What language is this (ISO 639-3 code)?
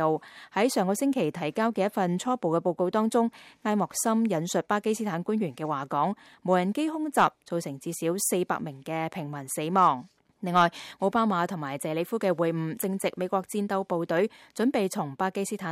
yue